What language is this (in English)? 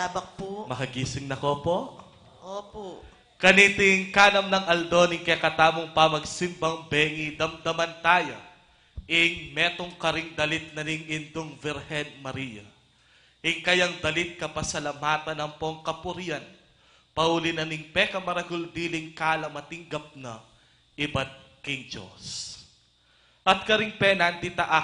Pampanga